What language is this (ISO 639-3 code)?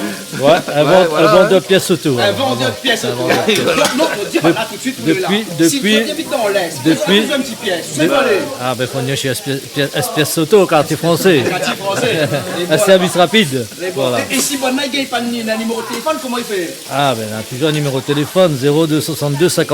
rcf